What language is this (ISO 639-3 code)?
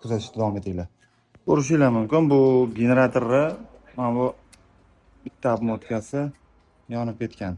uzb